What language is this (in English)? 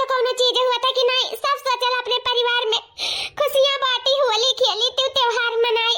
Awadhi